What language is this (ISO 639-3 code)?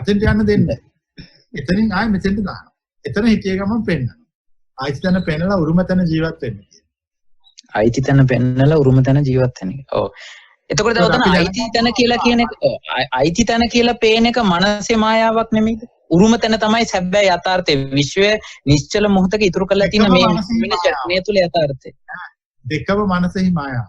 sin